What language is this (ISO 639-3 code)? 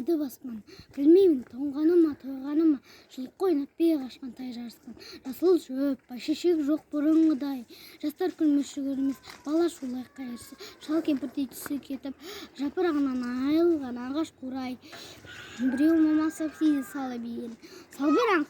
kaz